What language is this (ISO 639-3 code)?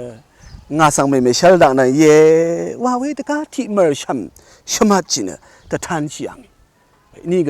raw